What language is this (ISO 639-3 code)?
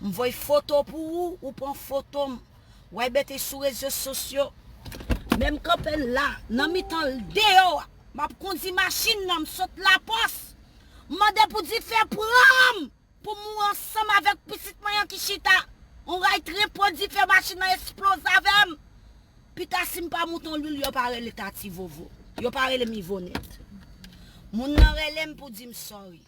hat